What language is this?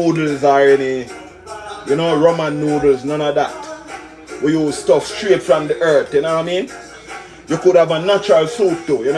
Jamaican Creole English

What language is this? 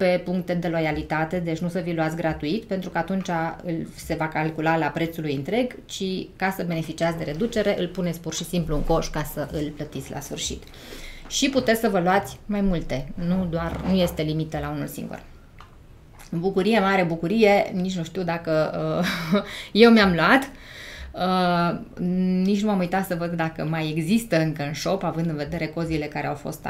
Romanian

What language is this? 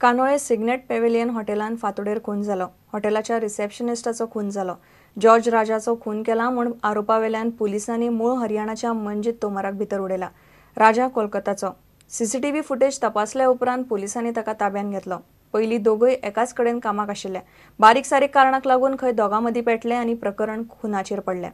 Konkani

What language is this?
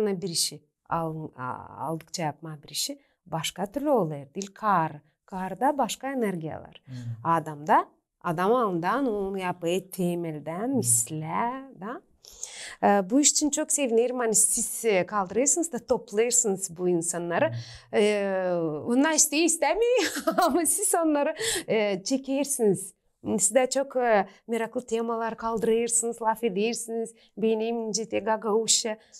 Gagauz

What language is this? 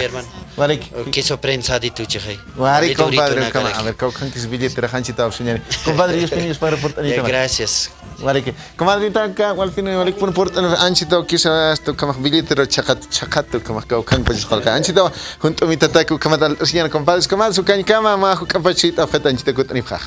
Aymara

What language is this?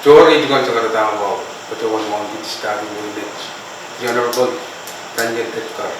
Pohnpeian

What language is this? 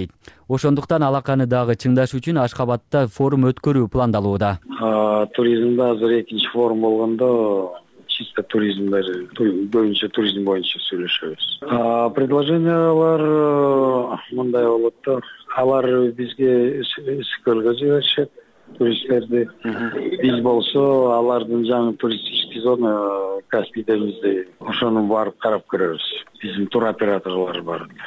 Kyrgyz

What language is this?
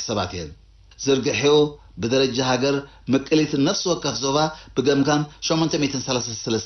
Tigrinya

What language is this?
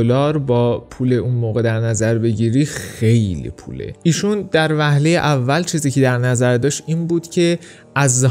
Persian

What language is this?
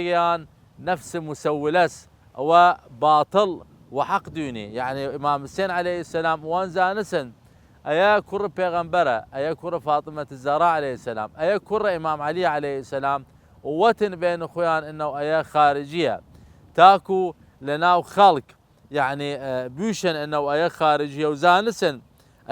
Southern Kurdish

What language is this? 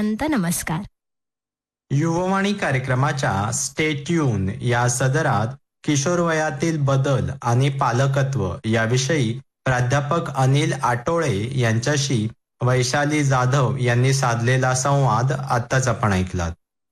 Marathi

